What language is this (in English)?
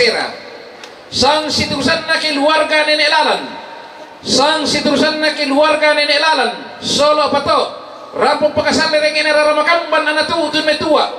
Toraja-Sa'dan